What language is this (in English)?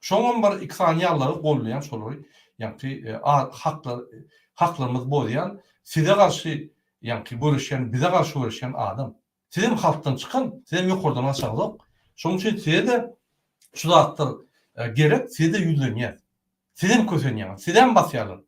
Turkmen